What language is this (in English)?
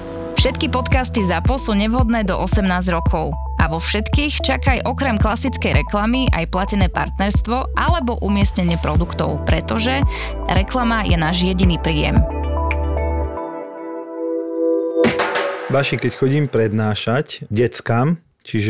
Slovak